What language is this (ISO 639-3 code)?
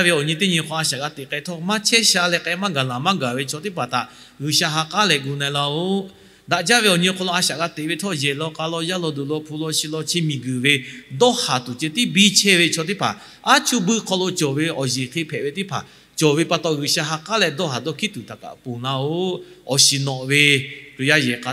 lhu